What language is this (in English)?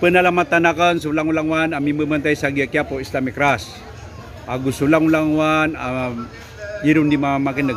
Maranao